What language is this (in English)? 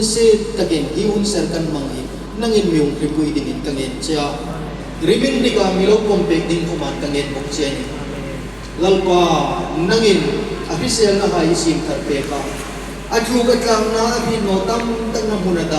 Hmar